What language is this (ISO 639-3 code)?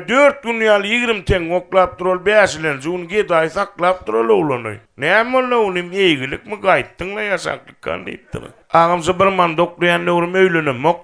tuk